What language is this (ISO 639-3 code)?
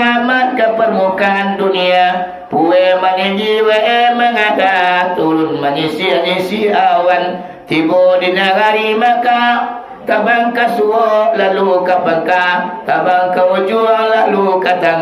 min